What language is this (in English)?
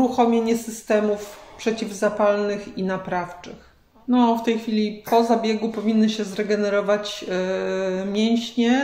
Polish